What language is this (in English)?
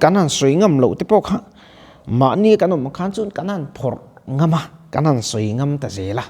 Mizo